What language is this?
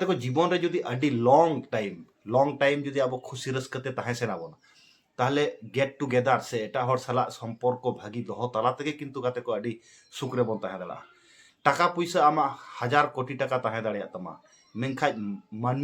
Santali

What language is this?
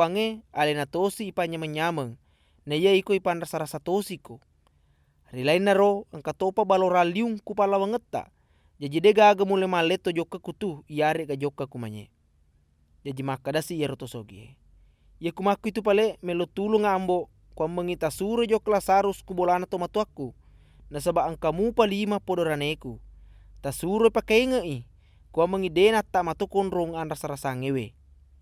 Buginese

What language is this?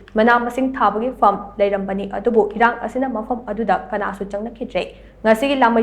Manipuri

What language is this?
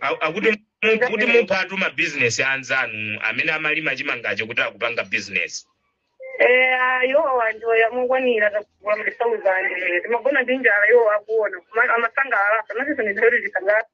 Nyanja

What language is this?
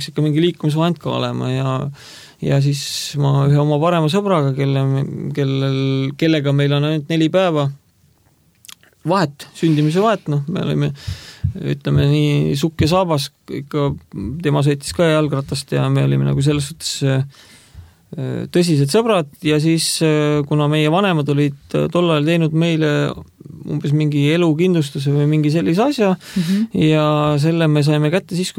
Estonian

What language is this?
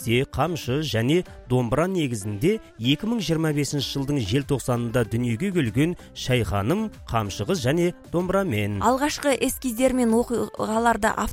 Kazakh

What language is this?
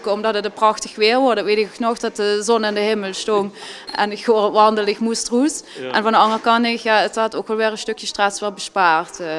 Limburgish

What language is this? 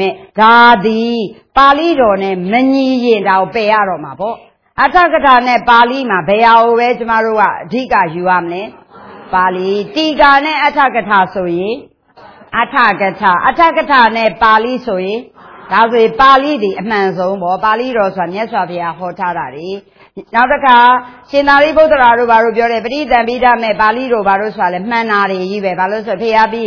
Burmese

